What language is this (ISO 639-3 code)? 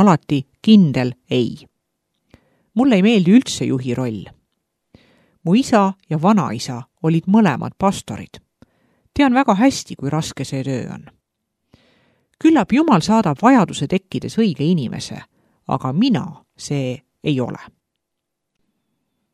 est